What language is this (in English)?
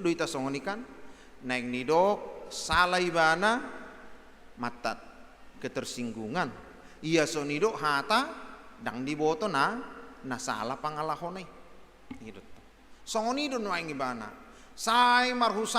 Batak Toba